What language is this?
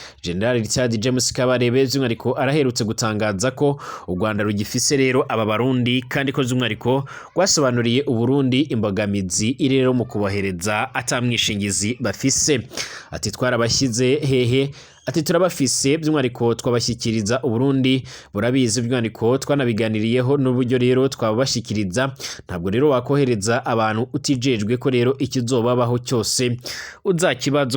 Rundi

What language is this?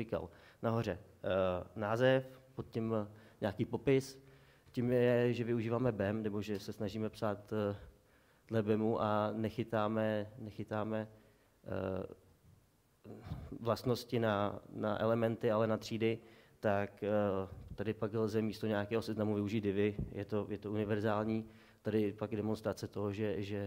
Czech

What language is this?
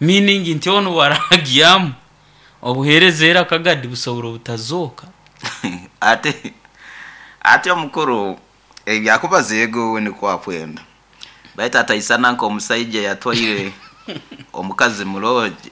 Nyoro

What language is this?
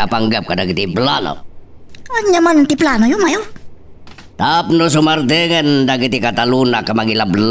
Iloko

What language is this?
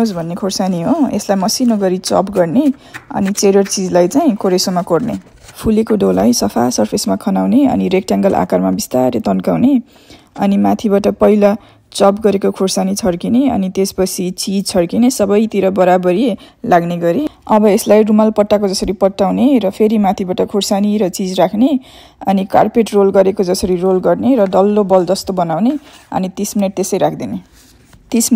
Nepali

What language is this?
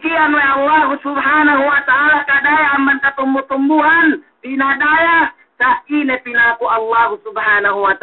Yakan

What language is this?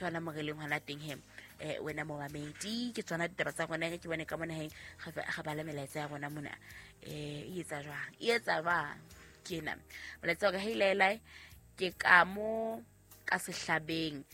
Southern Sotho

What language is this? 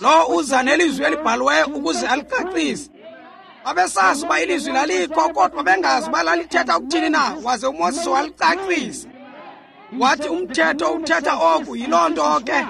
Xhosa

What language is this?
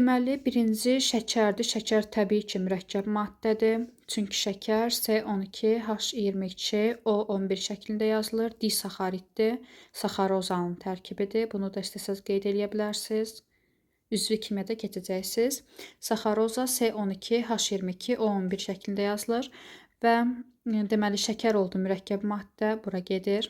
Azerbaijani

